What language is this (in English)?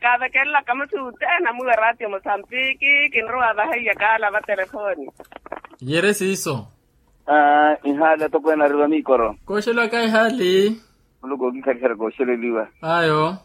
Makhuwa